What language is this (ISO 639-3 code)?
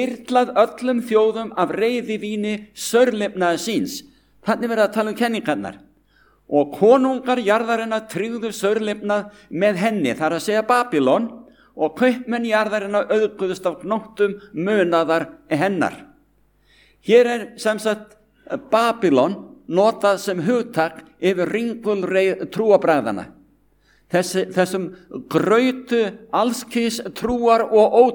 isl